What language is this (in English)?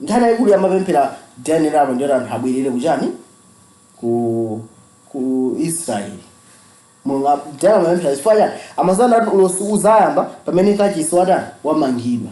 Nyanja